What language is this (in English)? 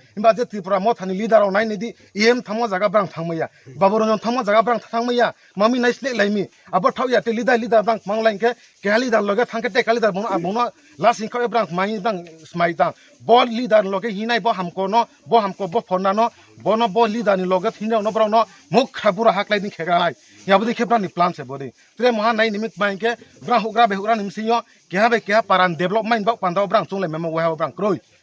Kok Borok